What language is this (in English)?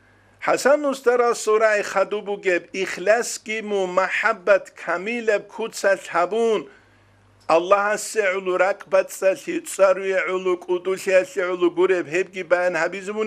Avaric